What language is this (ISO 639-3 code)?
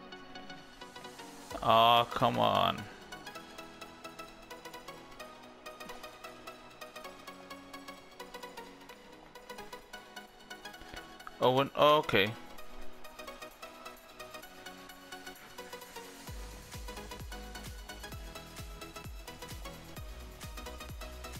dan